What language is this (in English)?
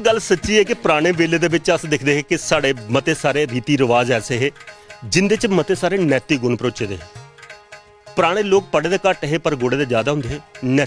Dogri